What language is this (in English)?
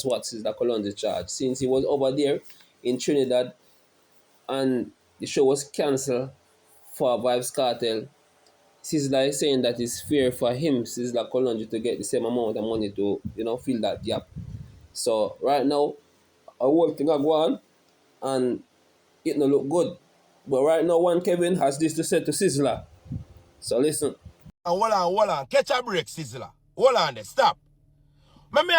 Jamaican Creole English